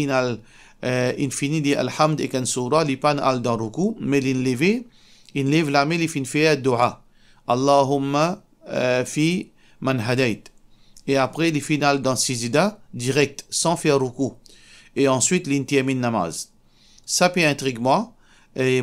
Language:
Morisyen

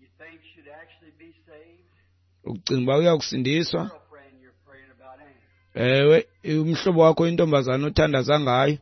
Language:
Xhosa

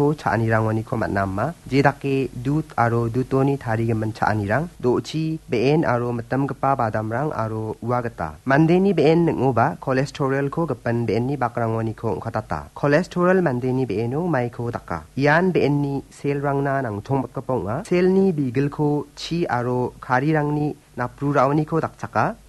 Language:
Garo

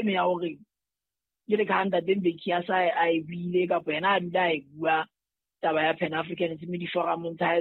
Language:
Southern Sotho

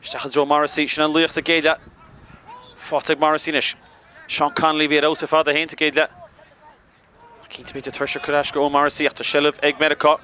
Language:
Irish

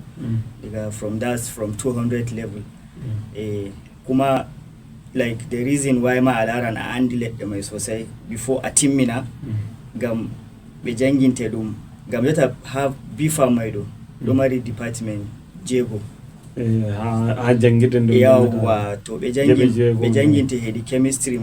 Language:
Fula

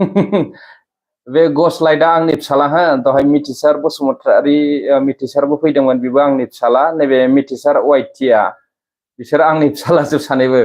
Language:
Bodo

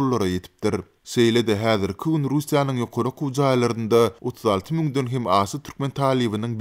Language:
Turkmen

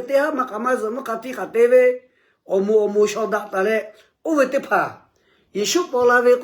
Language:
Lahu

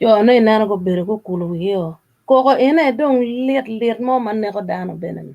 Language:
Acoli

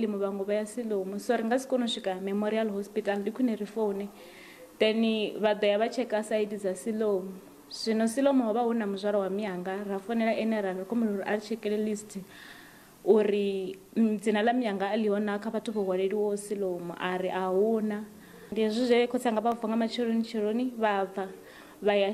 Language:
Venda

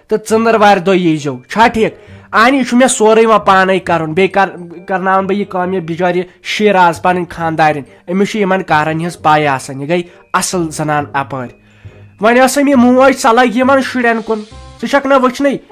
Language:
Kashmiri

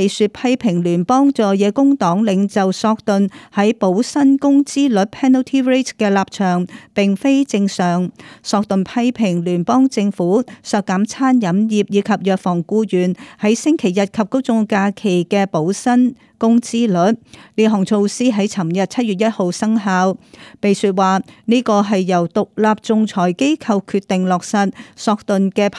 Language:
Cantonese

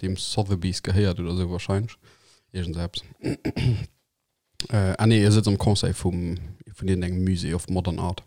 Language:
Luxembourgish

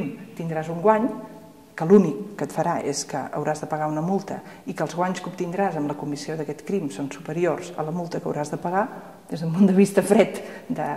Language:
Catalan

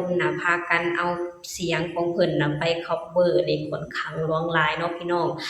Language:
Lao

